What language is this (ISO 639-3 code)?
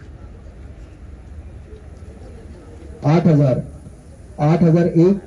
mar